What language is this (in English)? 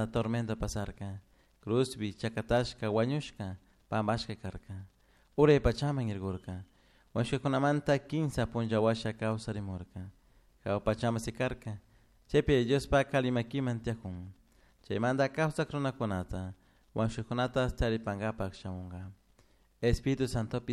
Chimborazo Highland Quichua